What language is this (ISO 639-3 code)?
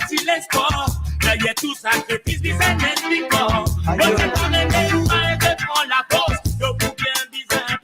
mfe